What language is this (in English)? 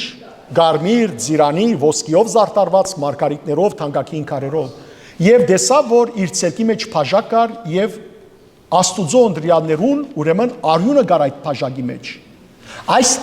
Western Armenian